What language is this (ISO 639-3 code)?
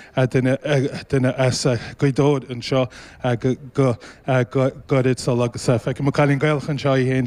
gle